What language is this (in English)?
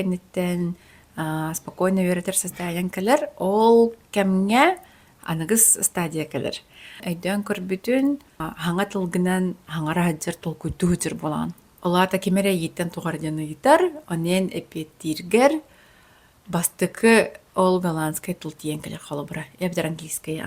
Yakut